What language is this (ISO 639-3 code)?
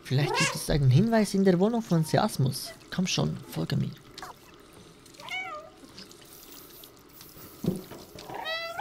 deu